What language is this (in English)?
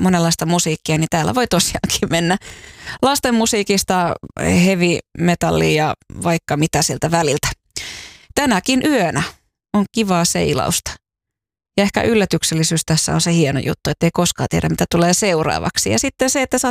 Finnish